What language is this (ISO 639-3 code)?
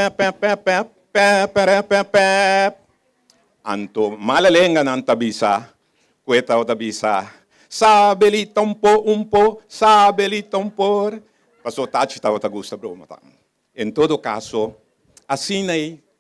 pap